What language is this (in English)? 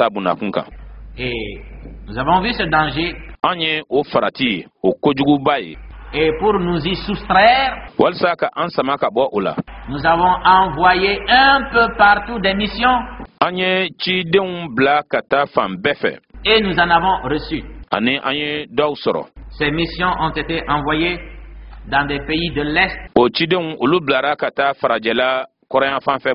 Bambara